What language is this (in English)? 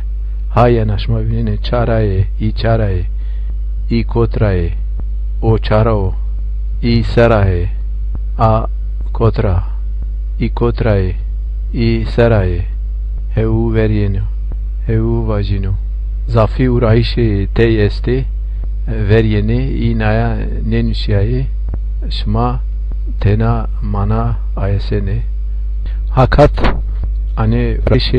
Zaza